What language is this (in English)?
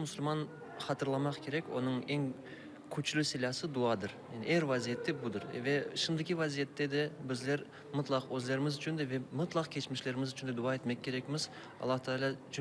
Crimean Tatar